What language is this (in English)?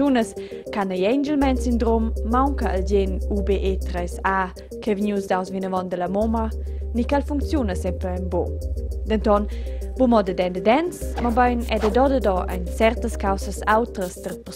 Romansh